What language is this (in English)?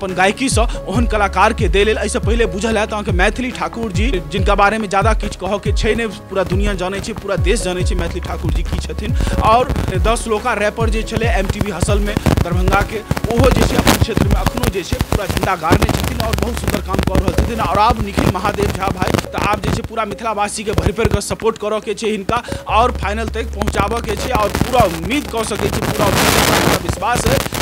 Maithili